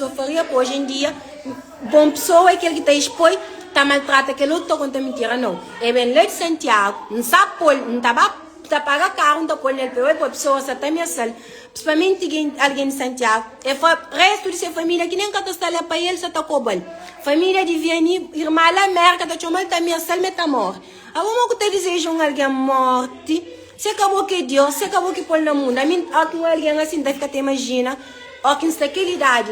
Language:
Kabuverdianu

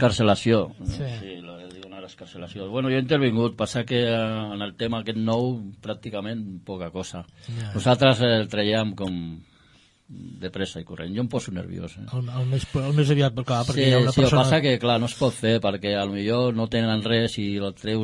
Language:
Catalan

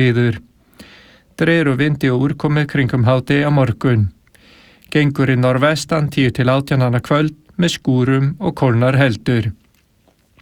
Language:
Icelandic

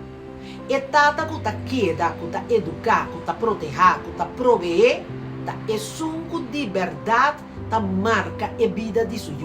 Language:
Papiamento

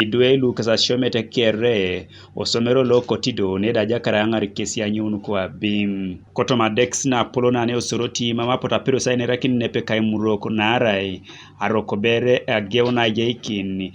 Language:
Teso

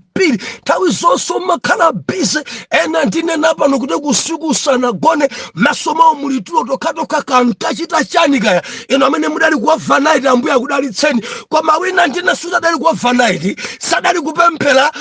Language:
Nyanja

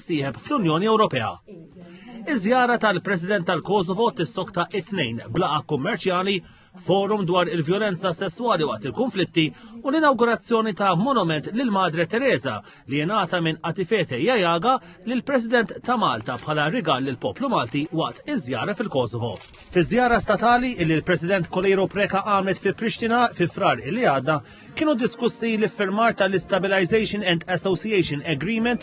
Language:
Maltese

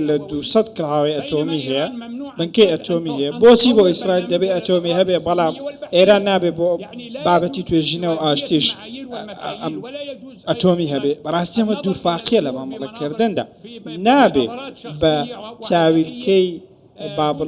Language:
Central Kurdish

